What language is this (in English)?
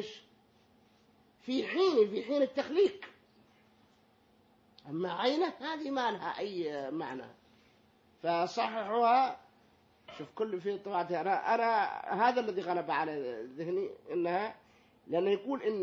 Arabic